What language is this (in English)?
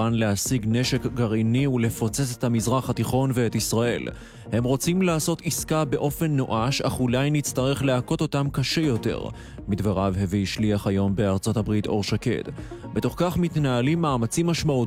Hebrew